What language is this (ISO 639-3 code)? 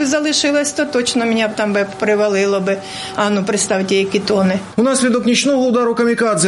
ukr